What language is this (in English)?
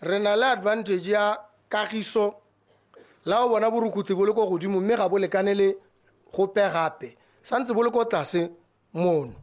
Tswana